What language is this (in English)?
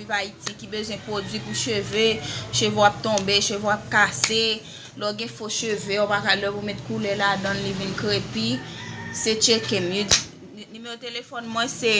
Haitian Creole